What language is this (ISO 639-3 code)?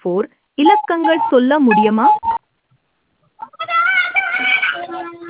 tam